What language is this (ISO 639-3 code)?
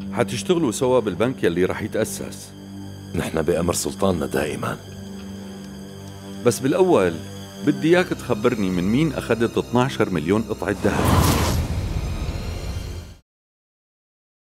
apc